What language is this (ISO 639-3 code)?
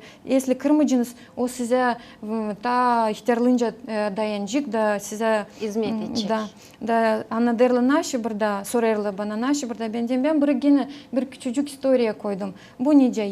gag